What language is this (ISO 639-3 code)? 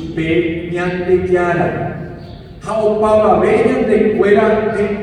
grn